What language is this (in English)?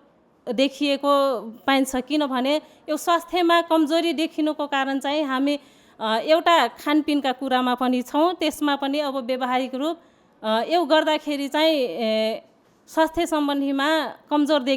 Nepali